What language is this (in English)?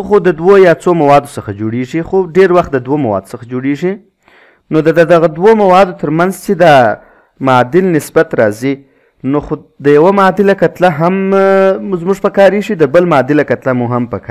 Pashto